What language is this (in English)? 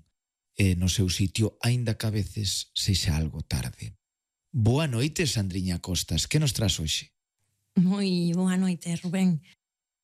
Galician